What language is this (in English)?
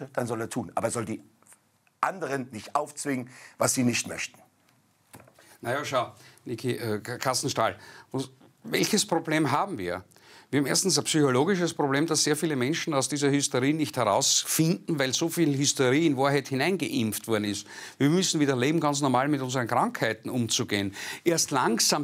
German